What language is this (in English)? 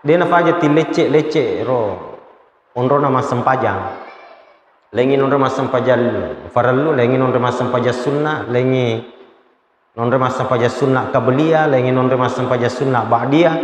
Buginese